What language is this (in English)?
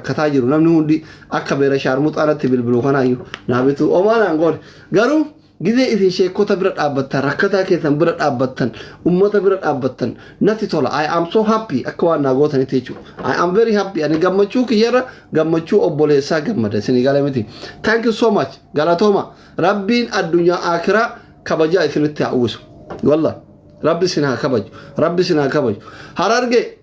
Oromo